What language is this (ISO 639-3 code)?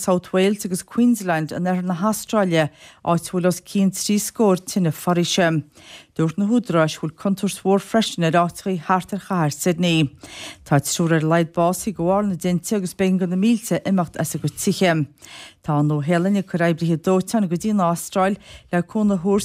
gle